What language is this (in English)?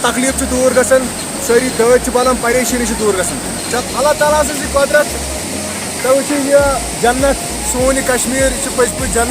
Kashmiri